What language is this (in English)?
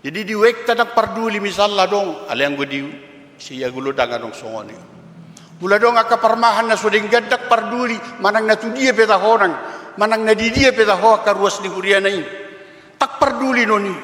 Batak Toba